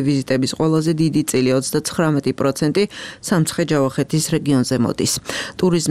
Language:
Georgian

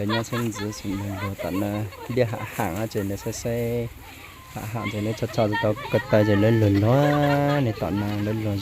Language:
Hmong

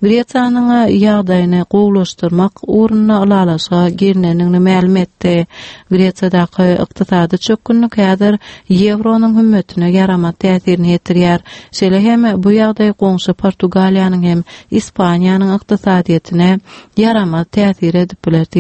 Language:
Turkmen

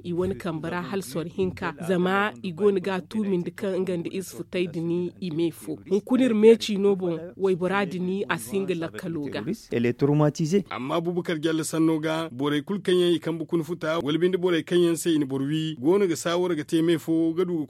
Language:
Zarma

